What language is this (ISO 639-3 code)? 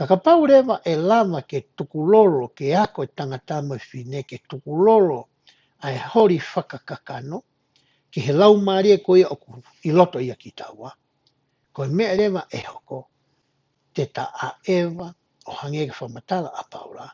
ton